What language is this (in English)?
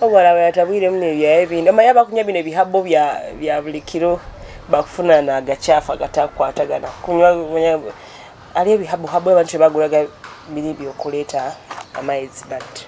Nyoro